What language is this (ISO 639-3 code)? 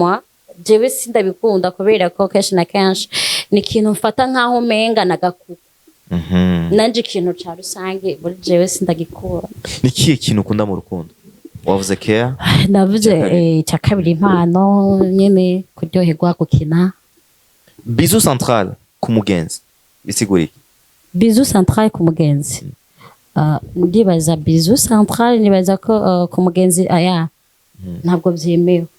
run